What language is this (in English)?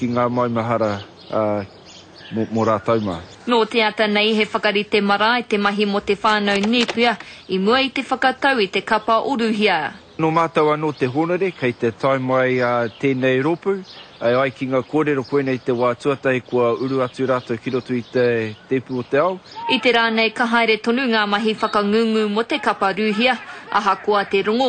Māori